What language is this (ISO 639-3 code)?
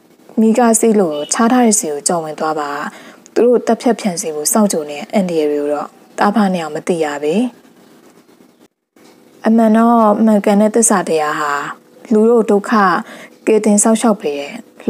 mya